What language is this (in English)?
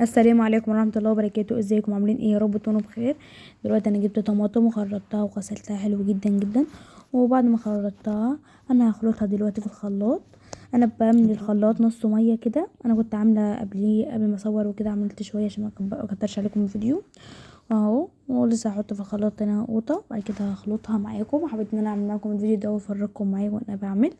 Egyptian Arabic